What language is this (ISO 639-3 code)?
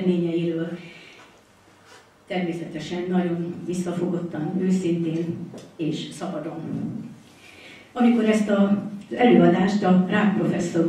hun